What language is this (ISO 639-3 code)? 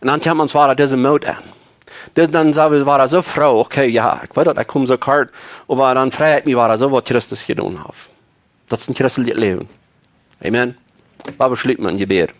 pdt